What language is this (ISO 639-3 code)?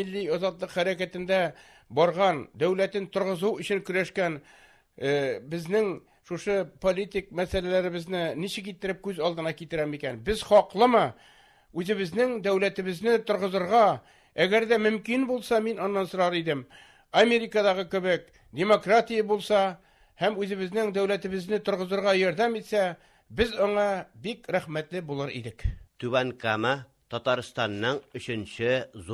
tat